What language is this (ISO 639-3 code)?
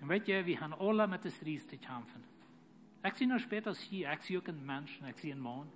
pdt